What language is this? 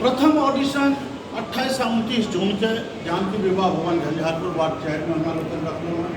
Maithili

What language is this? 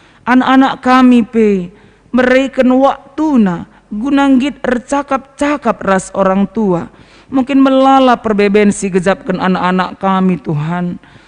Batak Karo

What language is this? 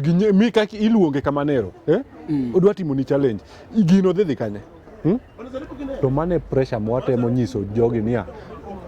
Luo (Kenya and Tanzania)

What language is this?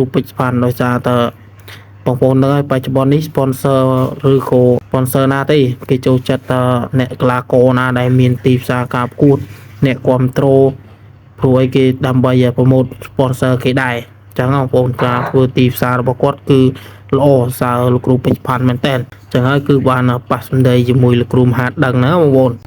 Khmer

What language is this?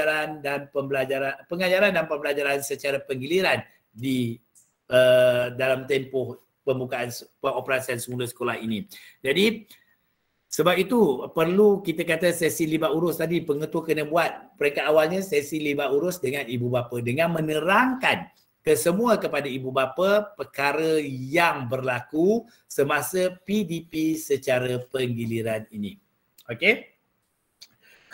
Malay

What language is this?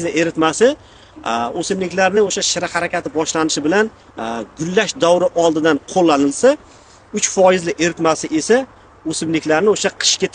Uzbek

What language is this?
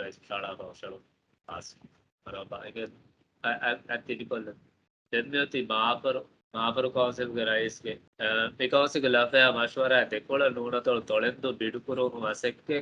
Divehi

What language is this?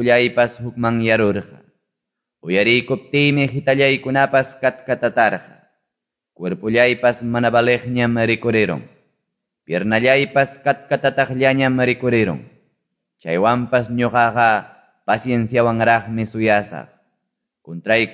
Quechua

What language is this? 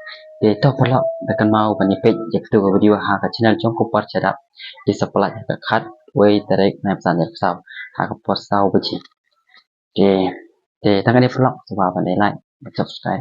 Khasi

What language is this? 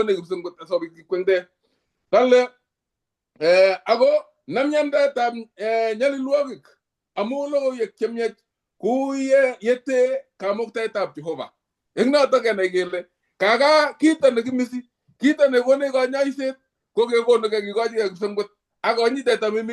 Kalenjin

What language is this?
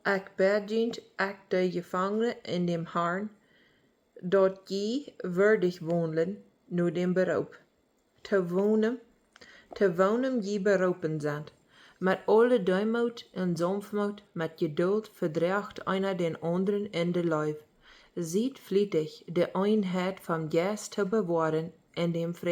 Plautdietsch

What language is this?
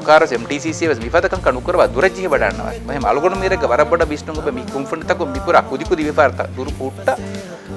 Divehi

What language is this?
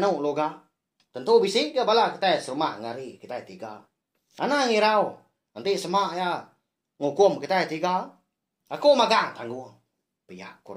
Iban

